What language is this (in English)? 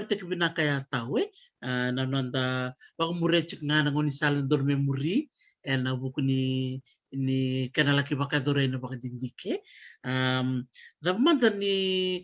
Fijian